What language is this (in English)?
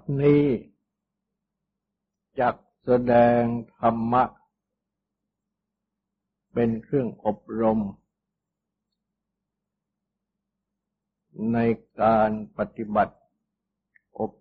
Thai